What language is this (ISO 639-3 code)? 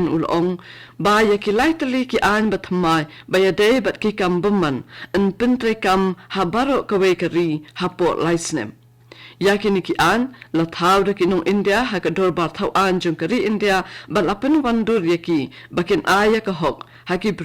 kha